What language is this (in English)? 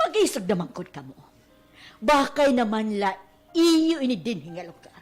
Waray